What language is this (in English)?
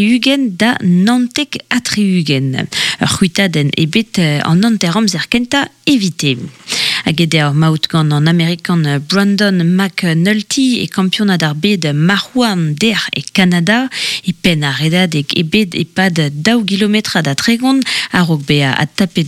Breton